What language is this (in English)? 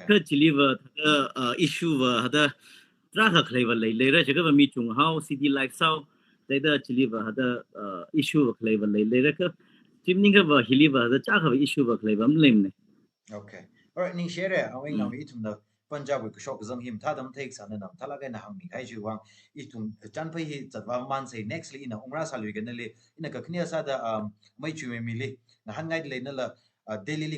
Tangkhul Naga (India)